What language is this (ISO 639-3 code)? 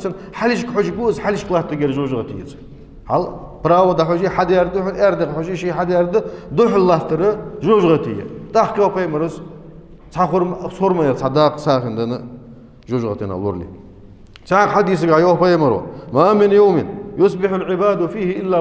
inh